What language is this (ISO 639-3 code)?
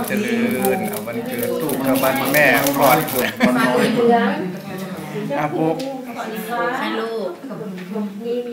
tha